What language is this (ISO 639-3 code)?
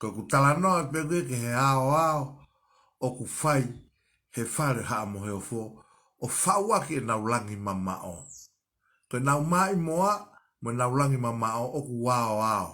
ton